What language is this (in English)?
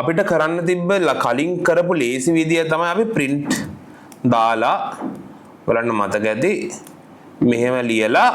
Sinhala